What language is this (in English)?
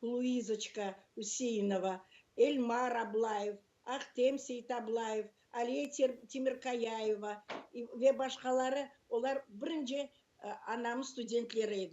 Crimean Tatar